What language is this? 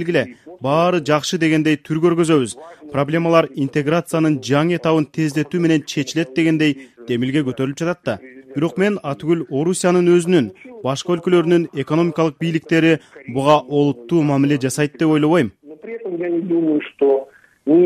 Kyrgyz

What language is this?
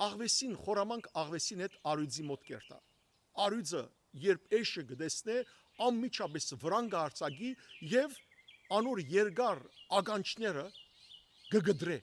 Western Armenian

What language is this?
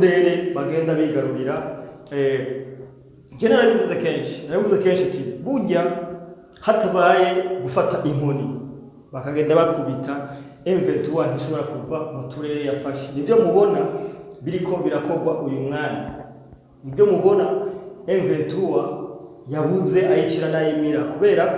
Rundi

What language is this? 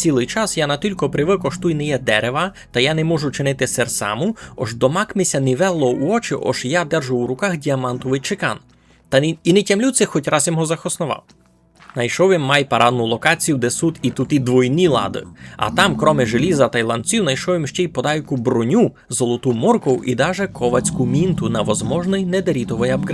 Rusyn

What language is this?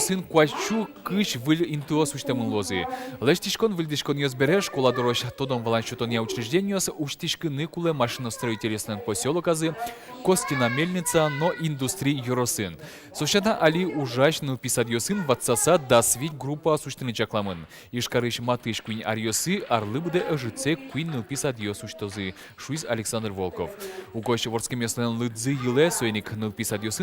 Udmurt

